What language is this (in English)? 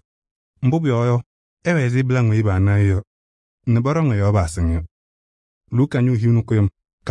Kabiyè